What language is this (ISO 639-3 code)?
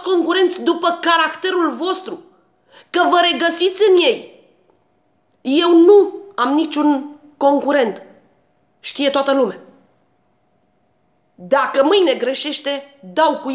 ron